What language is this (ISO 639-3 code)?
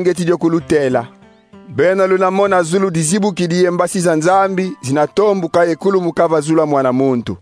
kon